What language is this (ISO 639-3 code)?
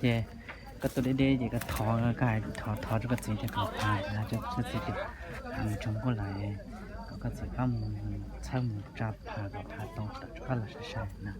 hmn